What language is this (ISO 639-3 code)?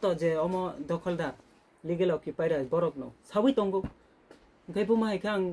trp